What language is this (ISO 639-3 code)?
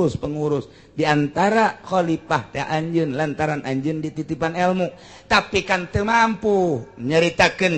sun